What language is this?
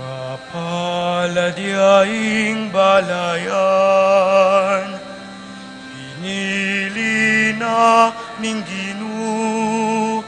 Pampanga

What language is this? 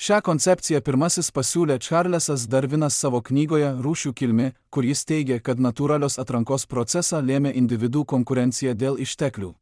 Lithuanian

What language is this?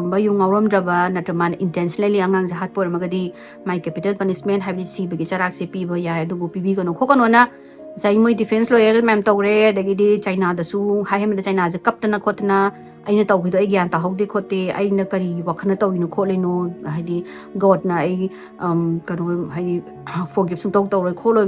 Manipuri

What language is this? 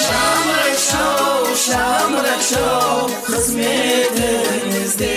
Kara-Kalpak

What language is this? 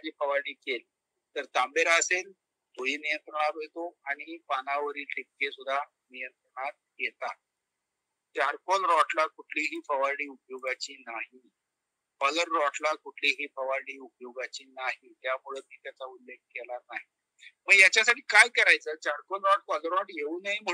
Marathi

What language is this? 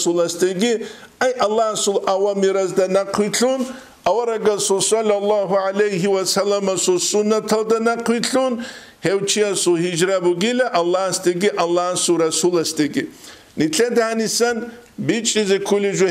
Avaric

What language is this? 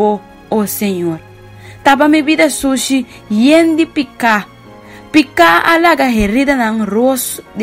Papiamento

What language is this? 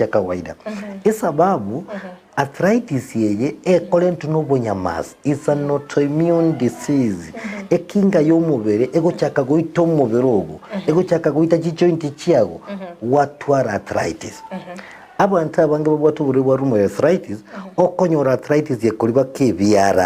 Gusii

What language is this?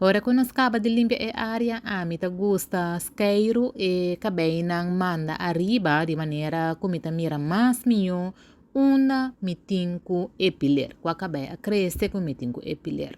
Papiamento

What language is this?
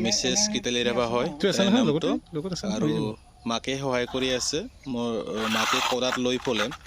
Assamese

